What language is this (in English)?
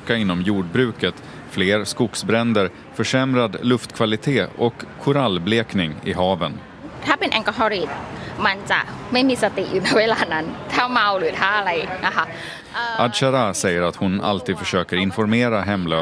Swedish